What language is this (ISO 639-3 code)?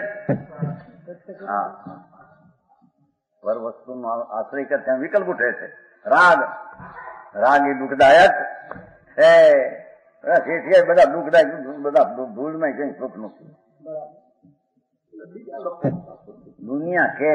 guj